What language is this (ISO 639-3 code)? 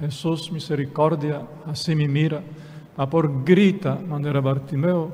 pap